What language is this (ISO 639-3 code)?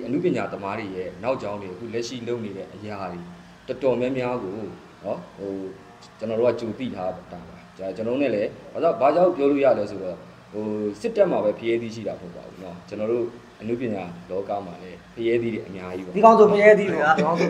mya